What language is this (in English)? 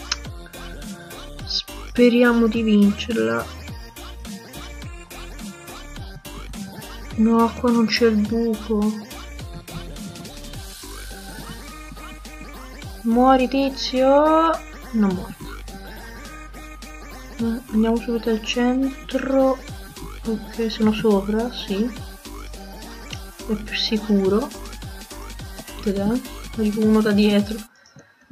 Italian